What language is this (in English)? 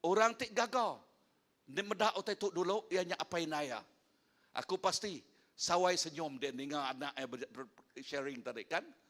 Iban